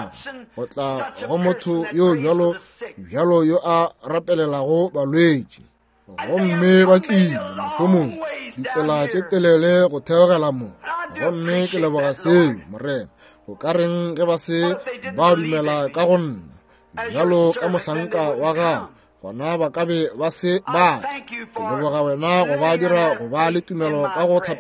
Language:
Northern Sotho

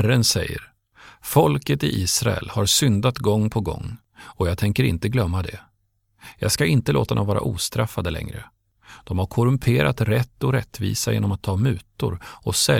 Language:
Swedish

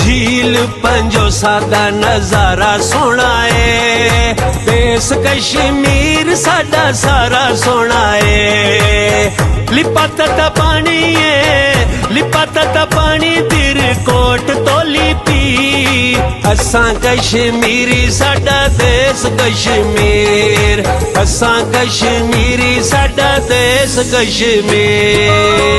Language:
Pahari-Potwari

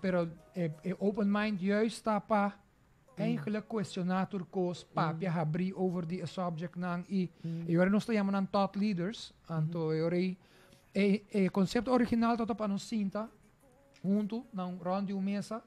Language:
Papiamento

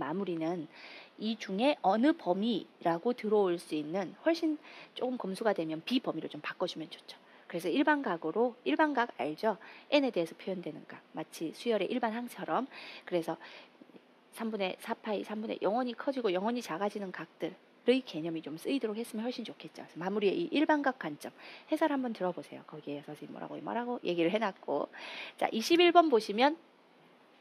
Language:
Korean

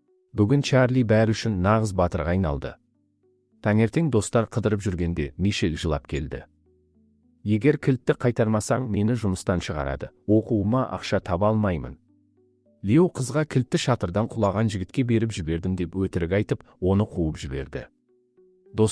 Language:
Kazakh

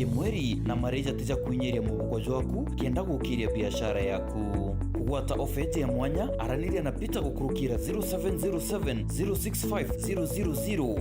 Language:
Meru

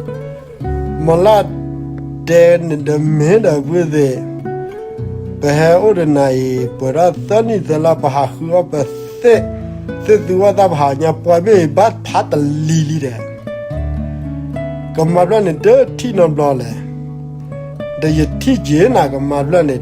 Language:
S'gaw Karen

